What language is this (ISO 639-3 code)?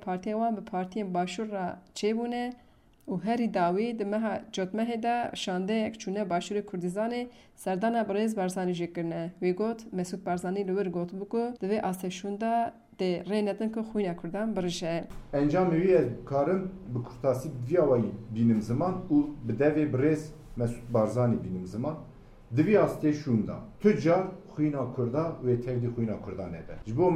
kur